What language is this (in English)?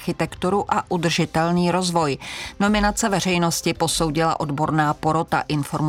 Czech